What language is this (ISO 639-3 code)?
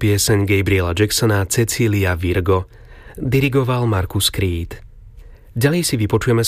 slk